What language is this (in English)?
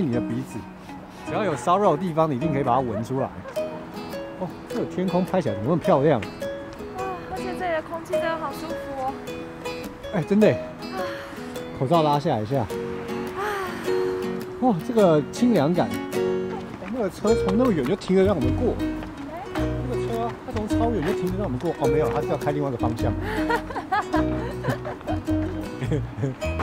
Chinese